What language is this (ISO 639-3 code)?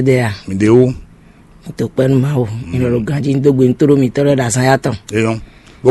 fon